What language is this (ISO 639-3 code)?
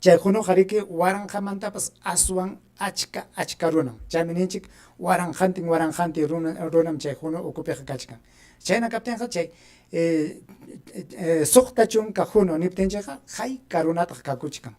quy